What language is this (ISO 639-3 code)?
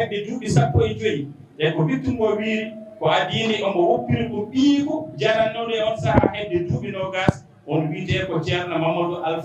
ful